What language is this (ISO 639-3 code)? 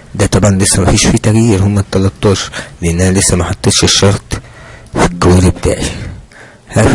arz